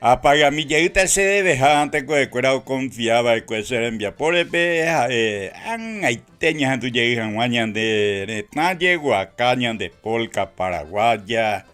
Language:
Guarani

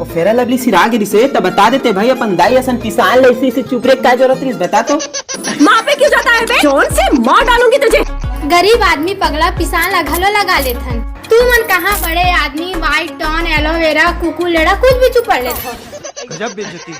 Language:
Chhattisgarhi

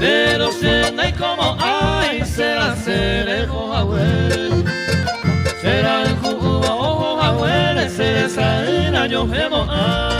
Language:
Guarani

